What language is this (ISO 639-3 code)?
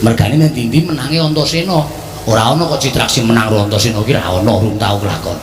jav